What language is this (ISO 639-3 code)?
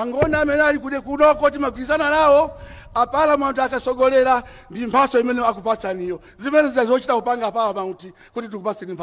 nya